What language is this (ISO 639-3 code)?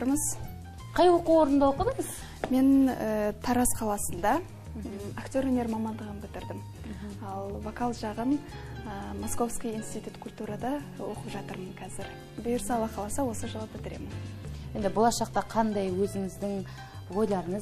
kaz